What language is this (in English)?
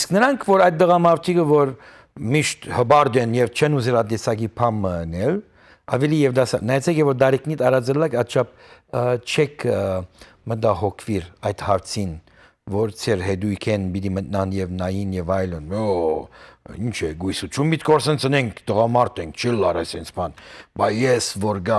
Western Armenian